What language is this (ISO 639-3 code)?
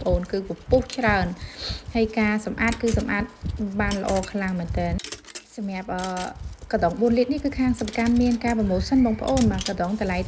khm